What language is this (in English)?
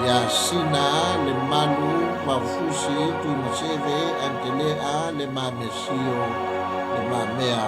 Samoan